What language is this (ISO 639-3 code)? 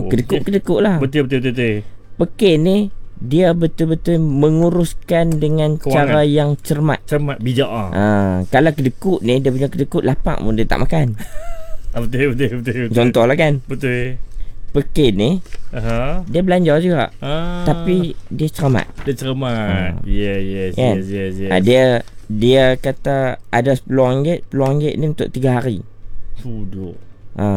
msa